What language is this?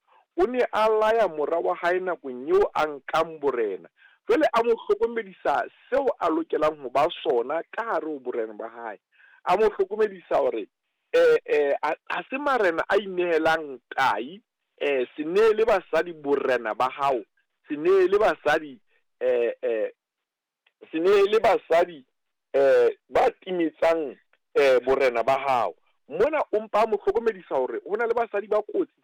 Southern Sotho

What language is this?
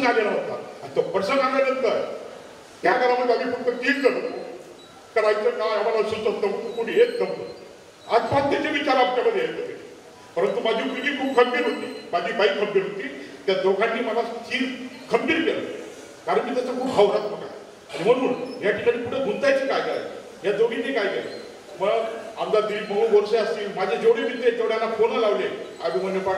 Marathi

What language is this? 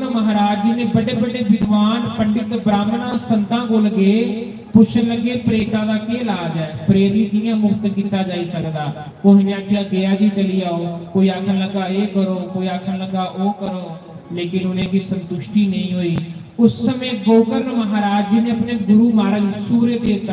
Dogri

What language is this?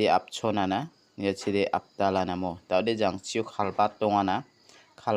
Garo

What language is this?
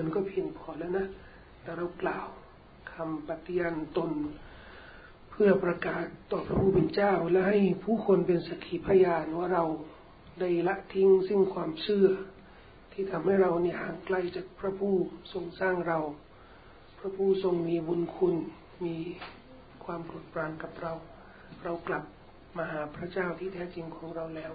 Thai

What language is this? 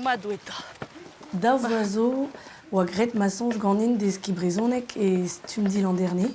Breton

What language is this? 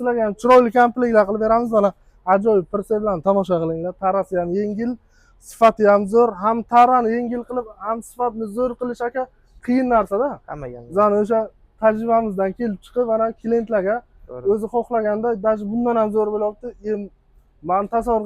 Uzbek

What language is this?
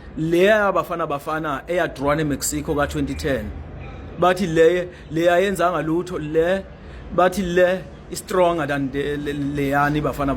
Zulu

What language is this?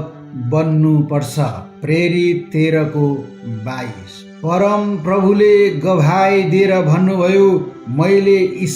Nepali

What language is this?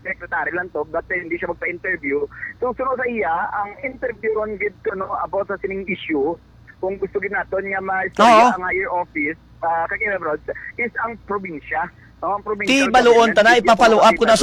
Hiligaynon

